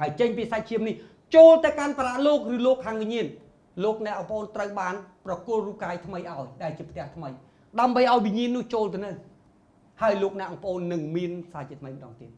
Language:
Khmer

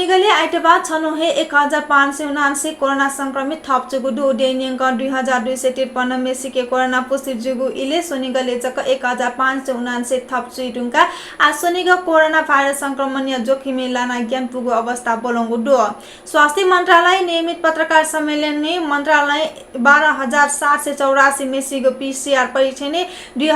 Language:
Newari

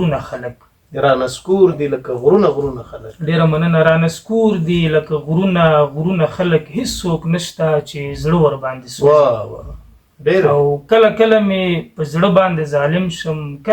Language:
Pashto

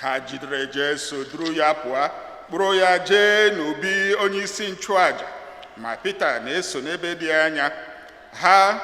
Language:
Igbo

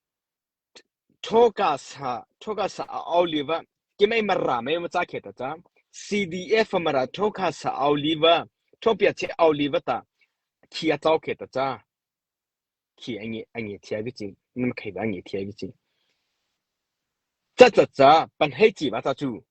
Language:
Mara Chin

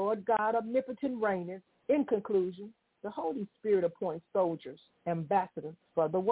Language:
English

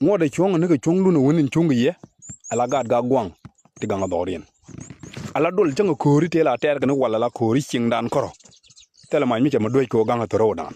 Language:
Nuer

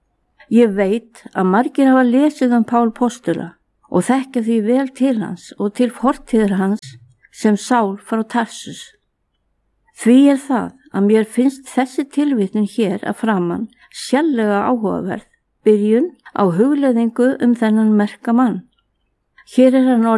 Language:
Icelandic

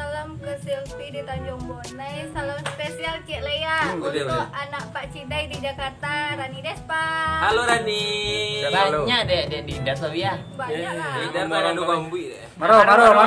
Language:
Minangkabau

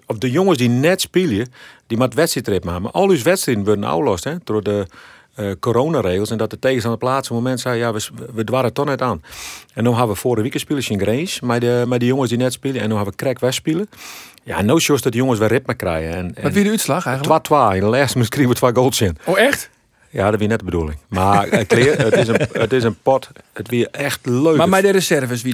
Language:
Western Frisian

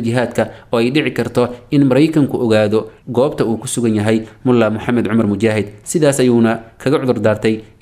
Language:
Somali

